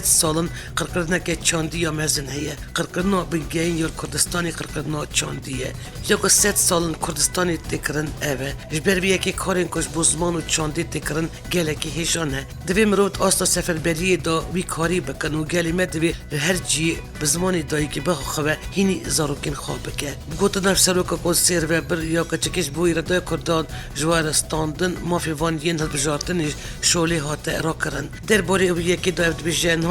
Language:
Kurdish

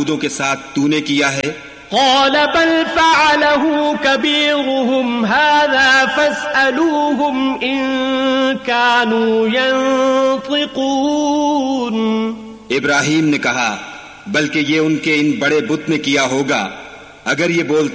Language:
Urdu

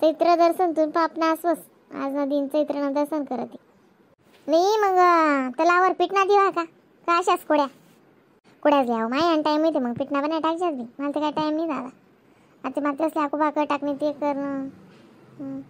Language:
Khandesi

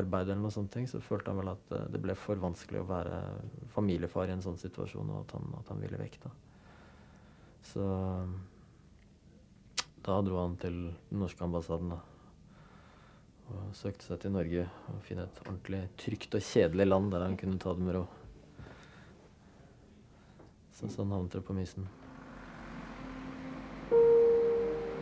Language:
Norwegian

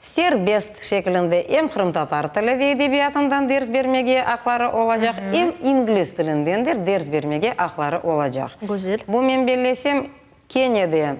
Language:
Crimean Tatar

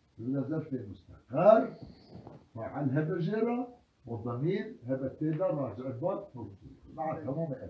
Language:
Kurdish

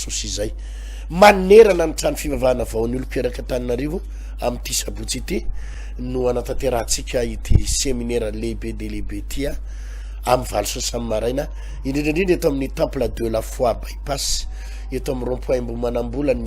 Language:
Malagasy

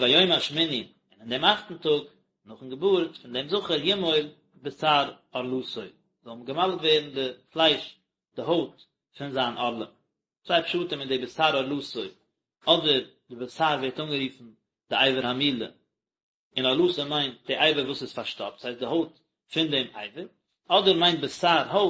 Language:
Yiddish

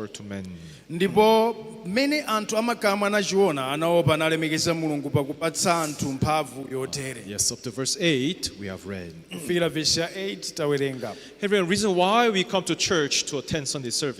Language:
Nyanja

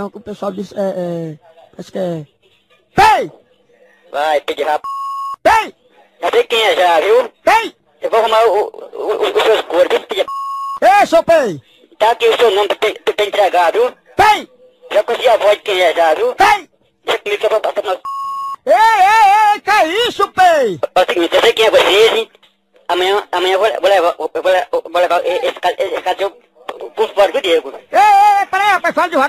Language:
Portuguese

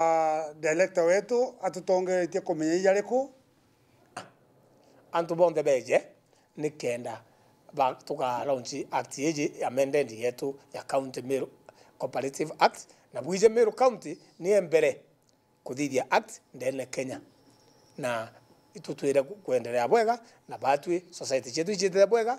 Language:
Meru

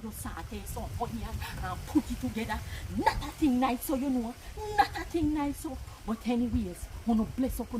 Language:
Jamaican Creole English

